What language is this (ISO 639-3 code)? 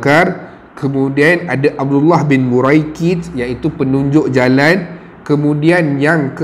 msa